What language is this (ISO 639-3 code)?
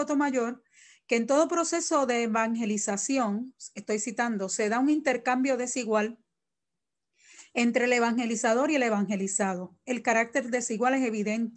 spa